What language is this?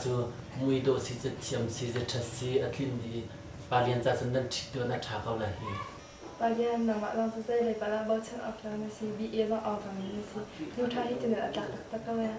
Hakha Chin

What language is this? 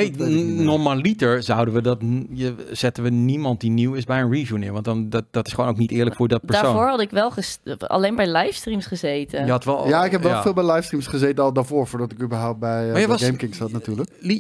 Dutch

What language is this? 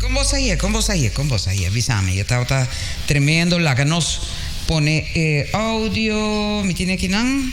Papiamento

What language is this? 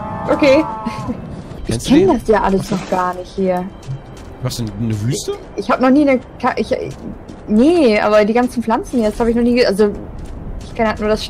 German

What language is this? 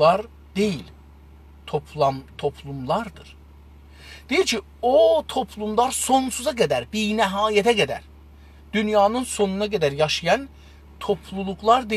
South Azerbaijani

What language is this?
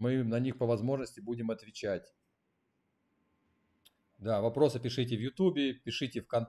Russian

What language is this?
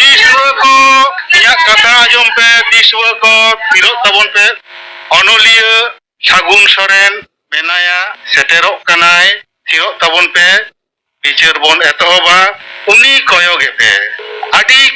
Santali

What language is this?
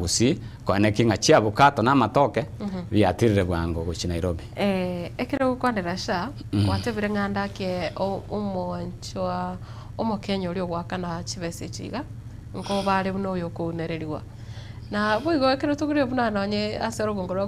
Gusii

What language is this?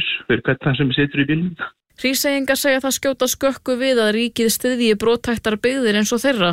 Icelandic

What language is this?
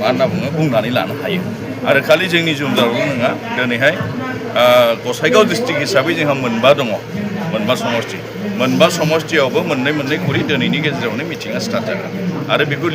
Bodo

